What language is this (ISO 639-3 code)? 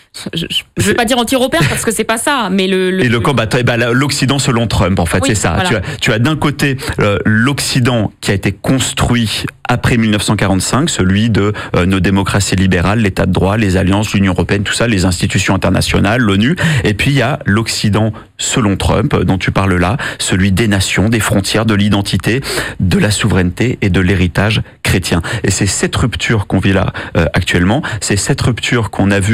fra